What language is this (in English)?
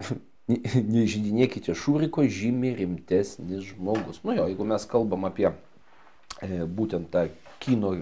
Lithuanian